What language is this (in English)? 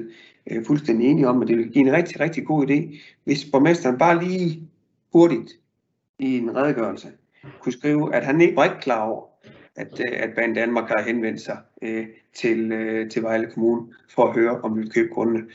Danish